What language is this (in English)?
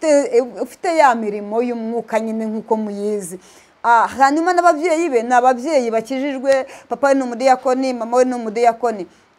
Kinyarwanda